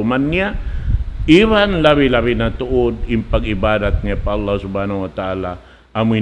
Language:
Tausug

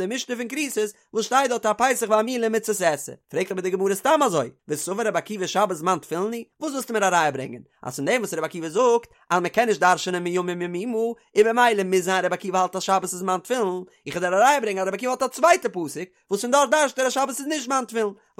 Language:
Yiddish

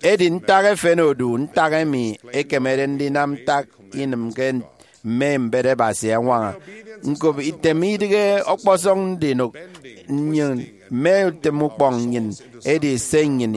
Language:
Efik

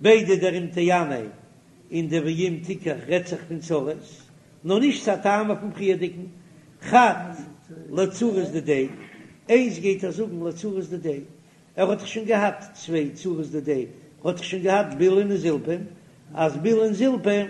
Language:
Yiddish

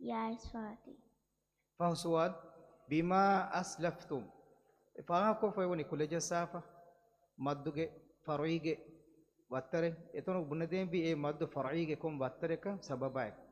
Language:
Divehi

